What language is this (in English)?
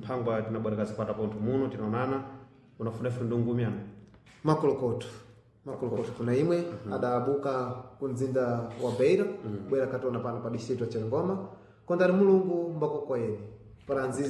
Sena